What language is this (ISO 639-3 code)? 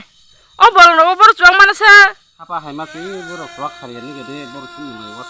trp